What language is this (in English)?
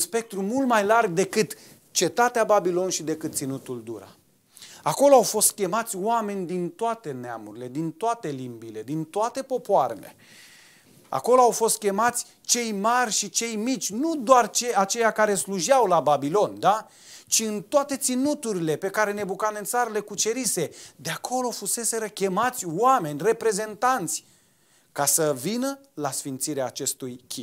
Romanian